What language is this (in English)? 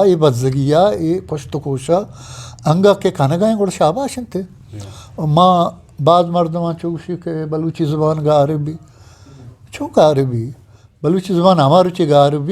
Eastern Balochi